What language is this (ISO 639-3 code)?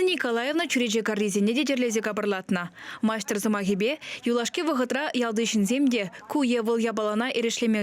chv